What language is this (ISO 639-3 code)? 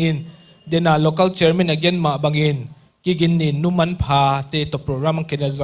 pck